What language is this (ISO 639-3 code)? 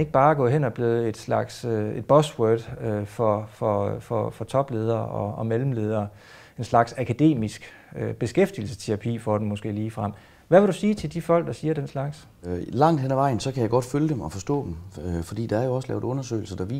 dan